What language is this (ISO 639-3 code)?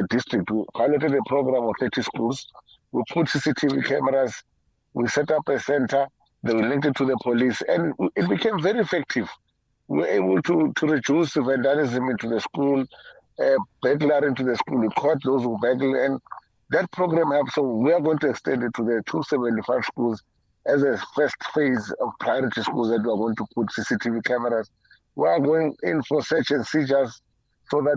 eng